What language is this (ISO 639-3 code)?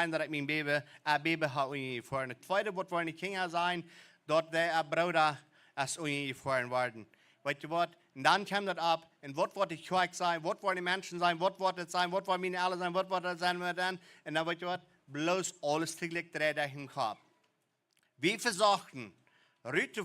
pdt